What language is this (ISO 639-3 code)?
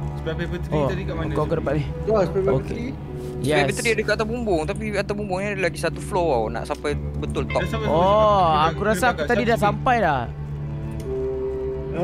msa